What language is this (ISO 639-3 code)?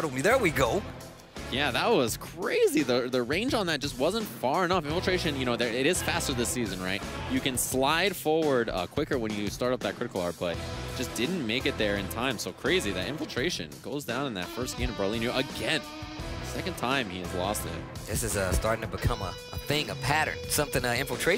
eng